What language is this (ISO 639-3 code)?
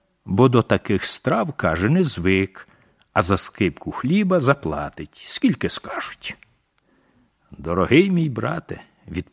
ukr